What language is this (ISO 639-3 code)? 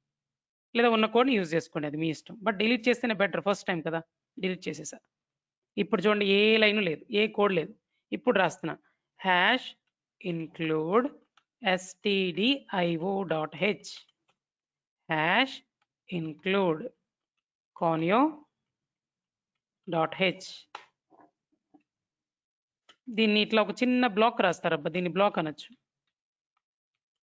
tel